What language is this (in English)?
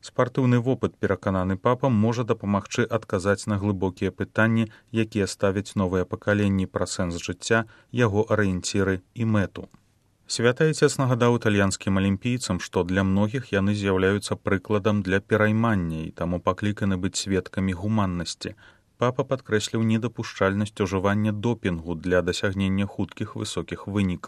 Belarusian